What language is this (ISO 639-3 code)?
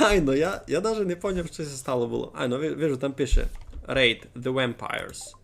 rue